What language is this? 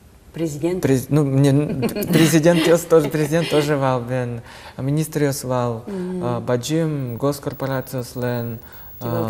Udmurt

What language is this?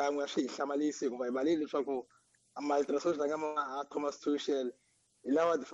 Tsonga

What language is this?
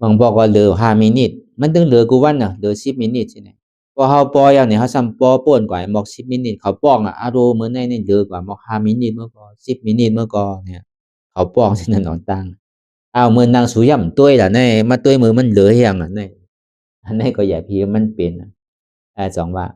Shan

